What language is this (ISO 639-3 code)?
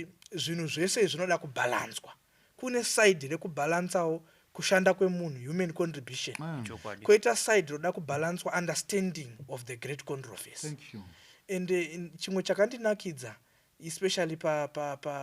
sna